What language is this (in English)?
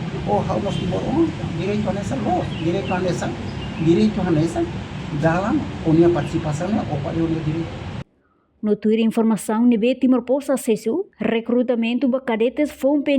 Tetum